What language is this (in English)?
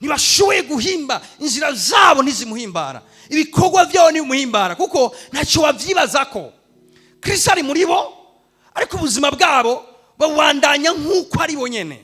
Rundi